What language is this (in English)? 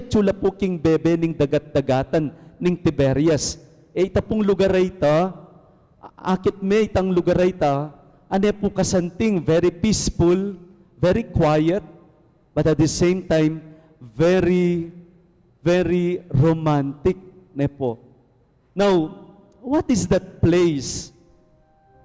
Pampanga